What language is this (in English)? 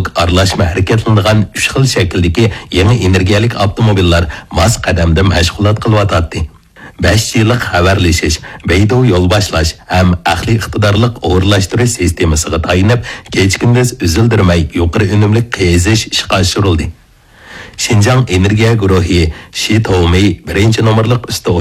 Uyghur